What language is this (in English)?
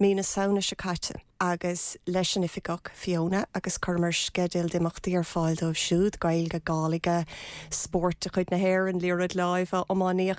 Irish